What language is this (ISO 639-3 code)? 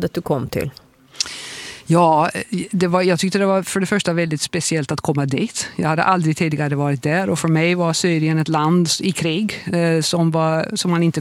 swe